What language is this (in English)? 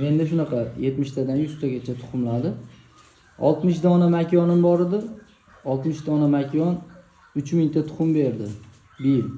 Uzbek